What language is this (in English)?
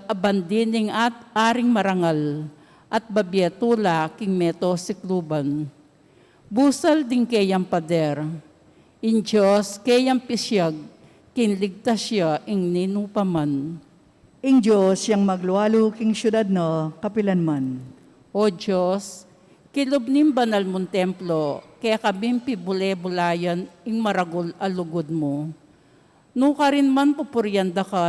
Pampanga